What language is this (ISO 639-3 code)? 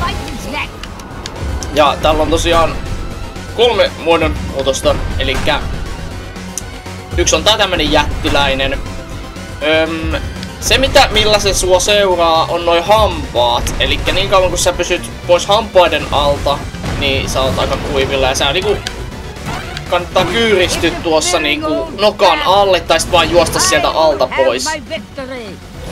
fin